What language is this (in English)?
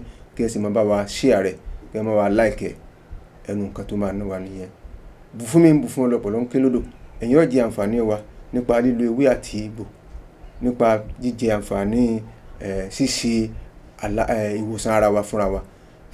Yoruba